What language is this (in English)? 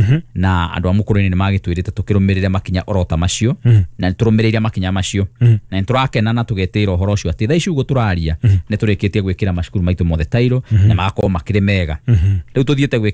Kikuyu